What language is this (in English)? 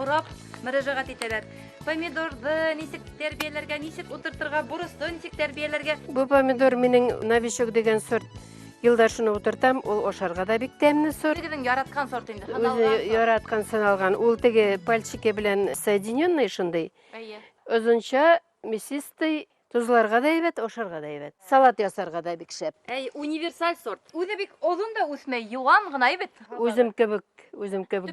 Bashkir